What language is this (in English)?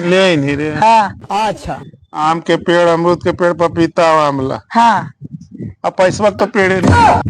Magahi